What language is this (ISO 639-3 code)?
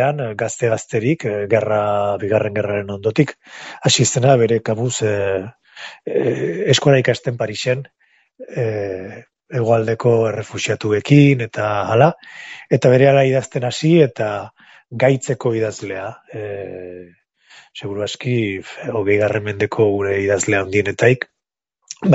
eus